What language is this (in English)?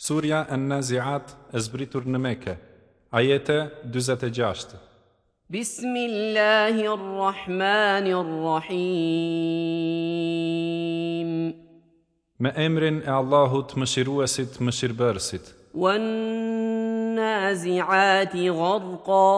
Albanian